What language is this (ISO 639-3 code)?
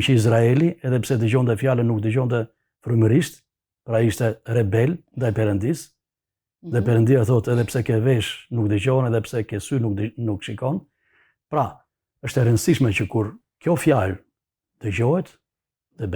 sqi